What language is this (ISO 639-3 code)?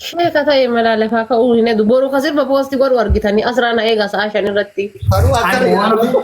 orm